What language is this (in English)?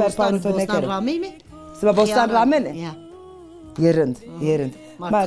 Zaza